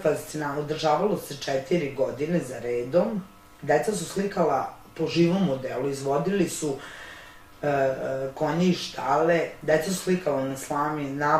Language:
Serbian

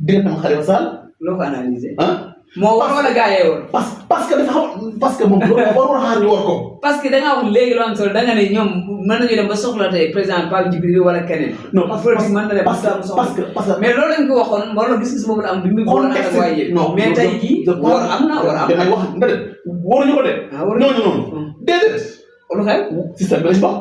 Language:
Wolof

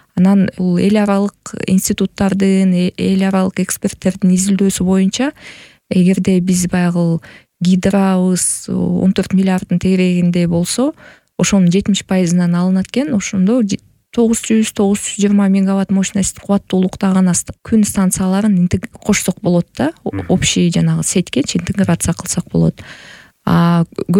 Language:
Kyrgyz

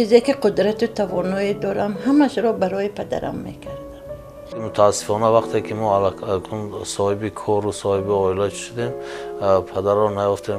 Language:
Tajik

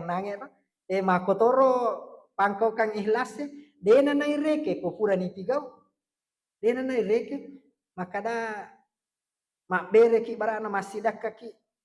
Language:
Buginese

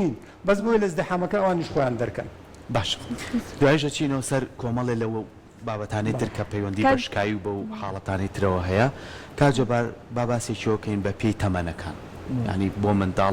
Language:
Central Kurdish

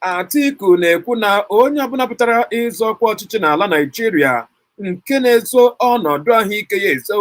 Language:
Igbo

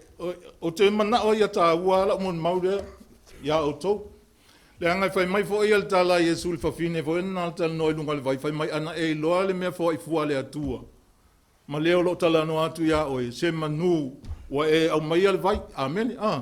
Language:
Samoan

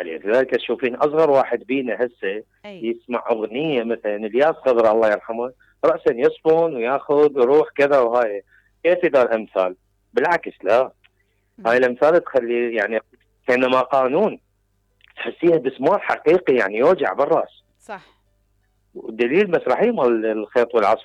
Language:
Mesopotamian Arabic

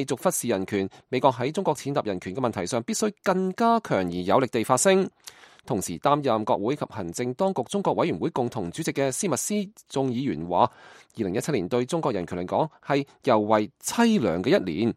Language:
Cantonese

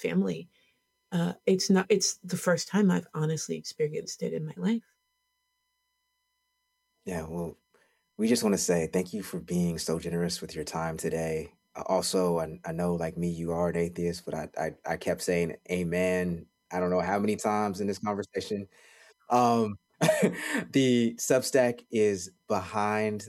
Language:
English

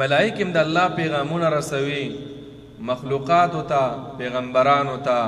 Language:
Pashto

